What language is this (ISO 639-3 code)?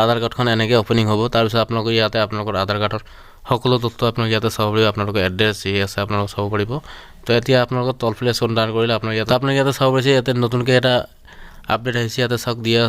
asm